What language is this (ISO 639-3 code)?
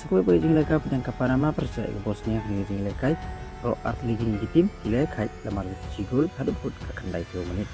kha